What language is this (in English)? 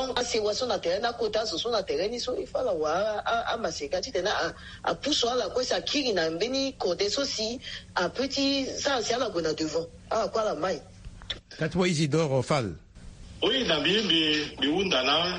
Sango